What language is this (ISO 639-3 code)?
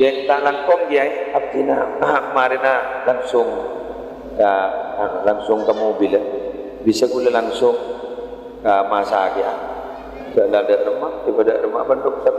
mad